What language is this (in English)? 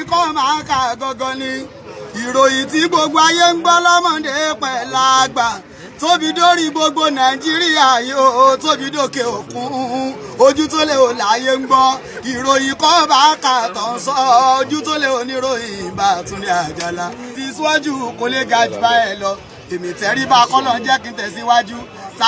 Yoruba